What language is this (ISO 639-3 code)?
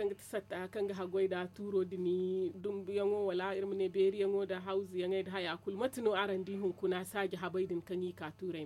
dje